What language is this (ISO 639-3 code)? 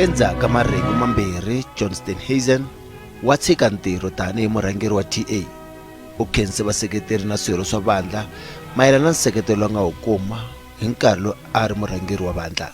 tso